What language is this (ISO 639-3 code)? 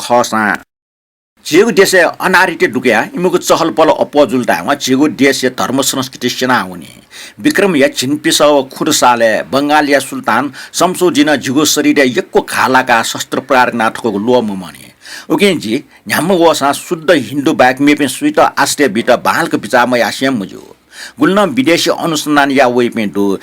new